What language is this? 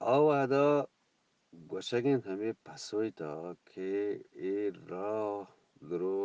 Eastern Balochi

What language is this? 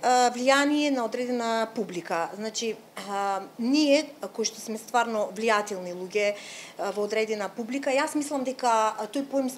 Macedonian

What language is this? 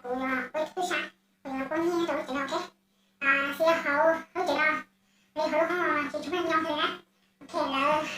Hmong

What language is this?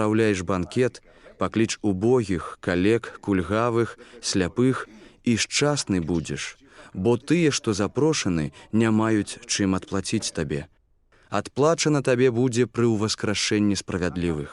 Belarusian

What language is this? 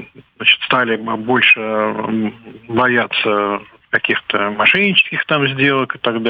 Russian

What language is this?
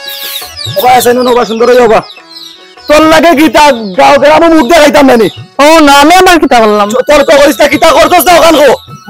Sylheti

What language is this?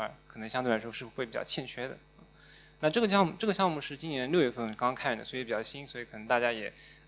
Chinese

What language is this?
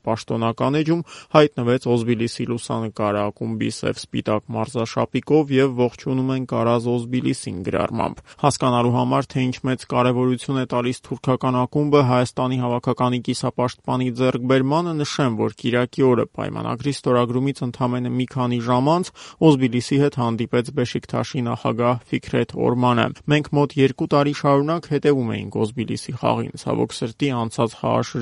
Armenian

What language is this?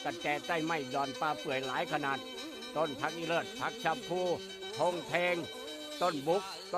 Northeastern Thai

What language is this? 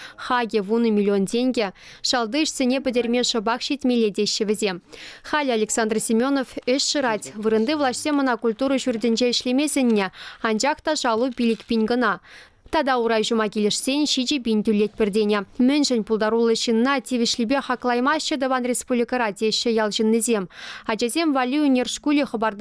Chuvash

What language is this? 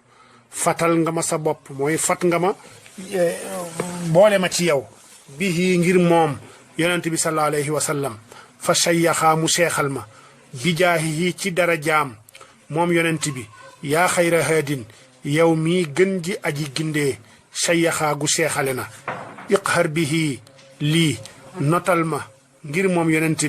Wolof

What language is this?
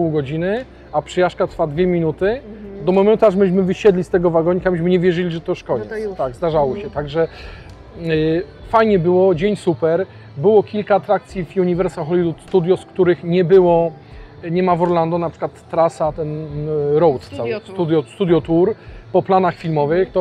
Polish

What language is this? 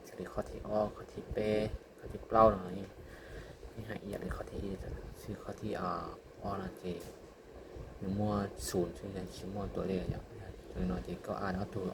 Hmong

